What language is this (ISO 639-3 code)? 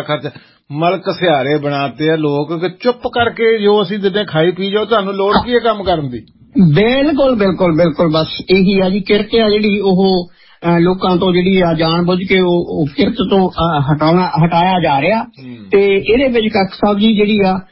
pan